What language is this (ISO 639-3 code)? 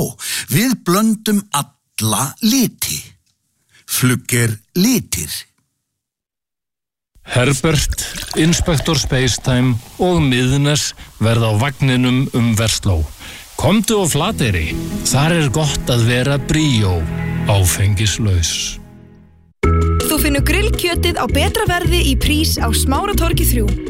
isl